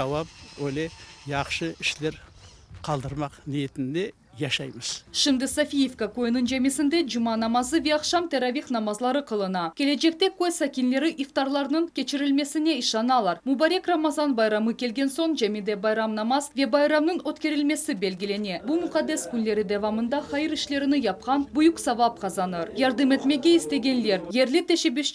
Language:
Crimean Tatar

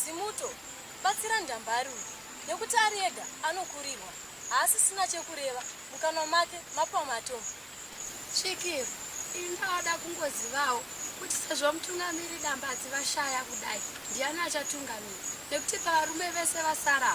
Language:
Shona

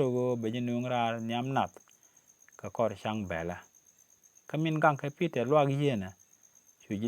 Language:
Nuer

